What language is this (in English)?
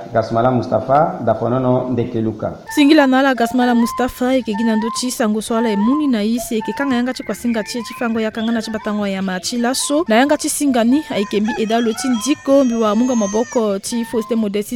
Sango